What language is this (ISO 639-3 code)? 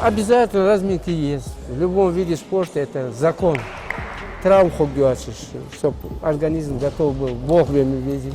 inh